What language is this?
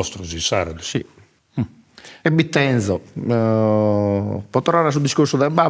Sardinian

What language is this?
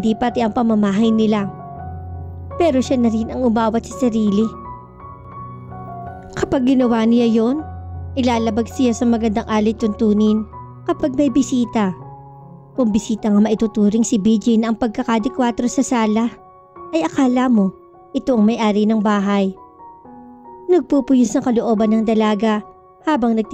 Filipino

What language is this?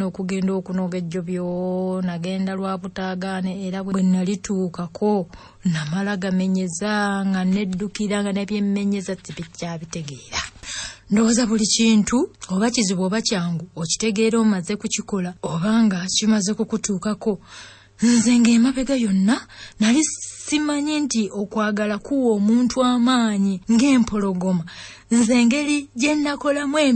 Ganda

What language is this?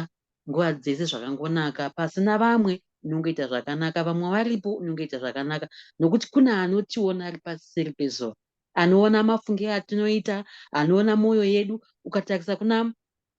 Shona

